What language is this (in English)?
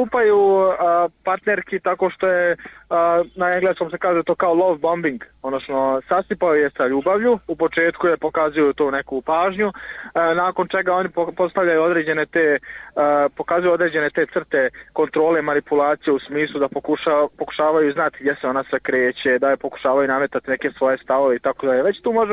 Bosnian